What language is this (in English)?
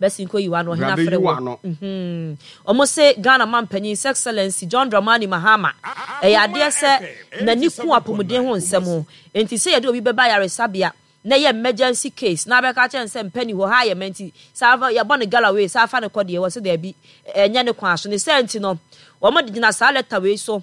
Akan